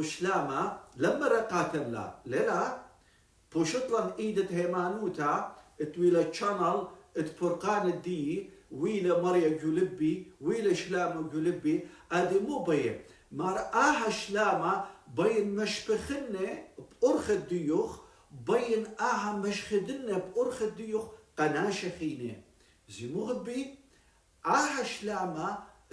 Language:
Assyrian Neo-Aramaic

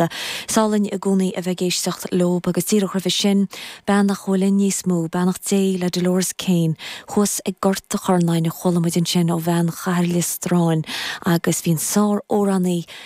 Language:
Irish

